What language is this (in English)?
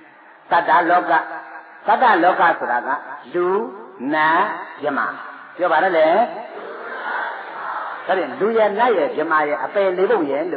Burmese